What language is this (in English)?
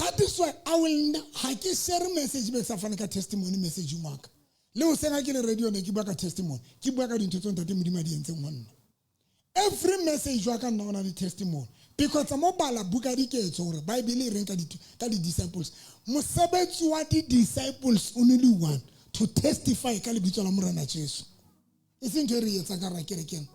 Southern Sotho